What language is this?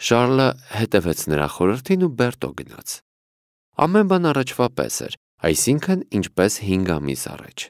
Armenian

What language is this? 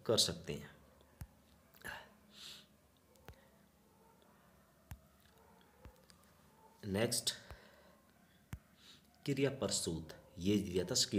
Hindi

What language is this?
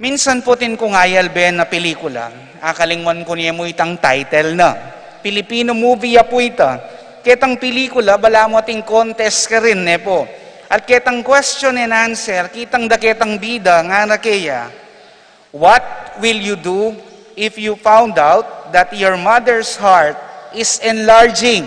Pampanga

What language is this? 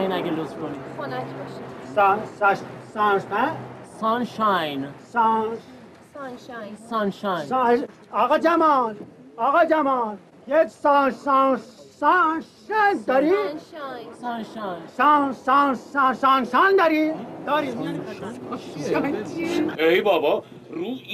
Persian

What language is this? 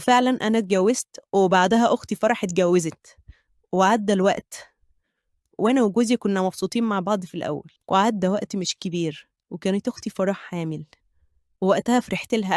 Egyptian Arabic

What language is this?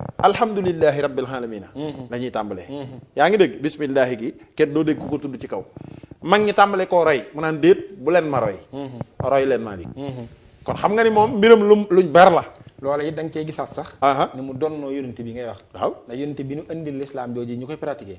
Wolof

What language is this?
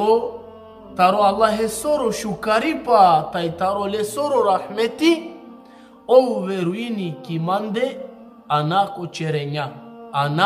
Balkan Romani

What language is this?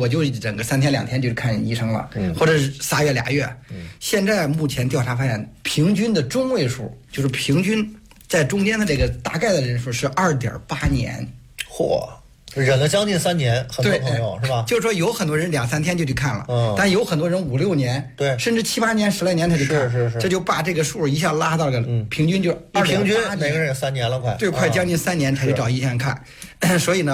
Chinese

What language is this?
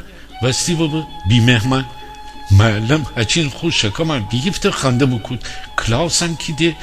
Gilaki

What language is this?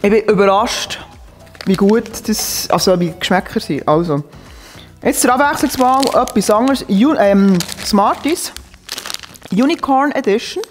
Swiss German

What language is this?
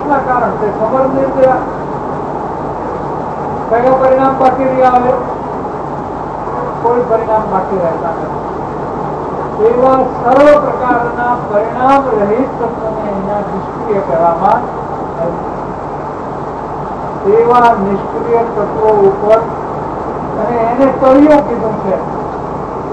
Gujarati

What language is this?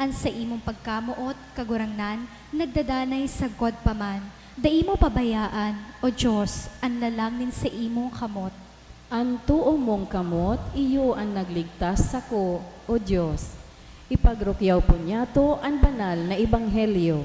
Bikol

